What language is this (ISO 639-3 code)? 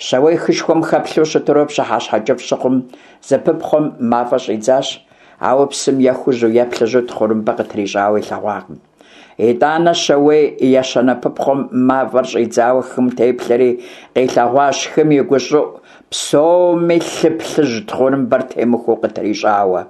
kbd